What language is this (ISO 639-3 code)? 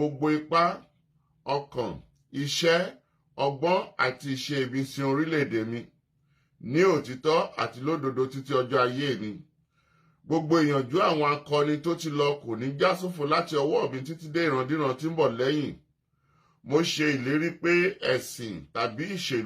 yor